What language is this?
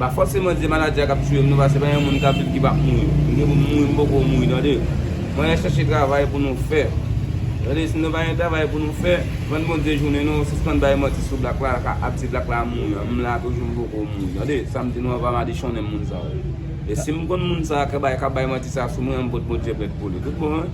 Haitian Creole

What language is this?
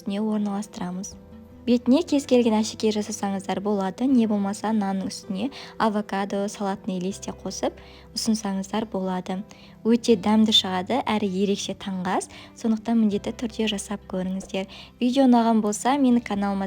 Kazakh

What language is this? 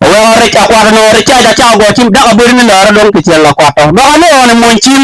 Acoli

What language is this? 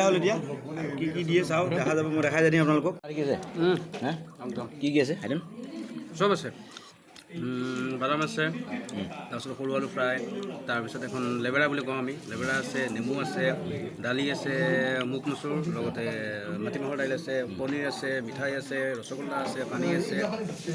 Assamese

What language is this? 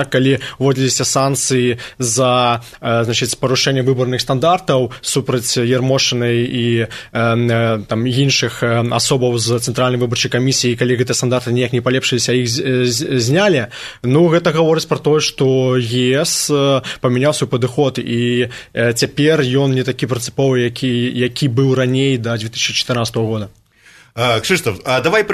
Belarusian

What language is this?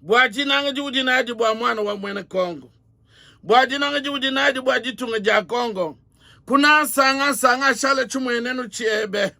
Luba-Lulua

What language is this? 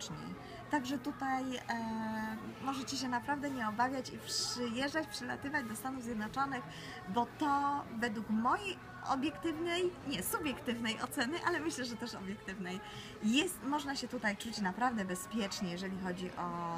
Polish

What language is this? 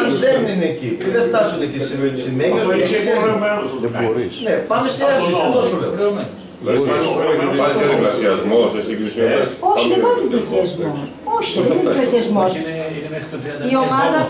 Greek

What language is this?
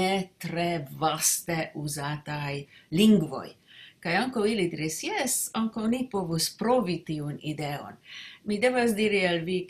Esperanto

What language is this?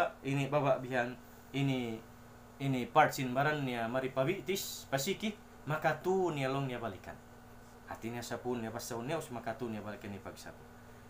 Tausug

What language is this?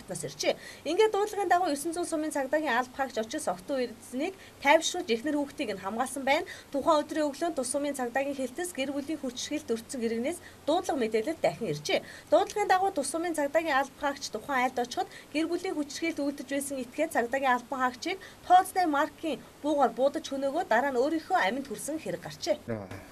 Mongolian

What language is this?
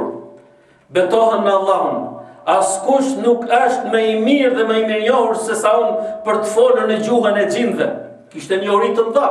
Albanian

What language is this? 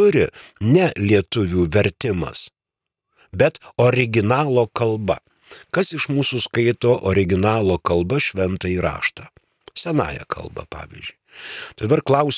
Lithuanian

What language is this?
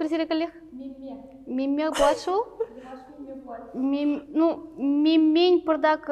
Chuvash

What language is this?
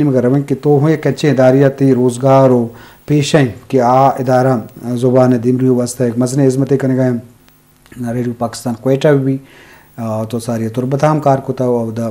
Eastern Balochi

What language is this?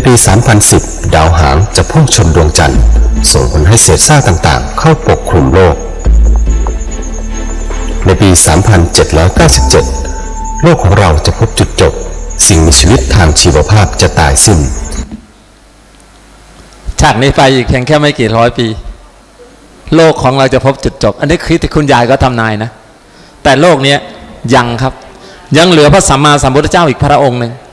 Thai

